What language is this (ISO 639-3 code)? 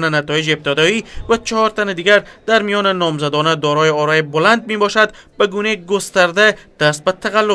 fas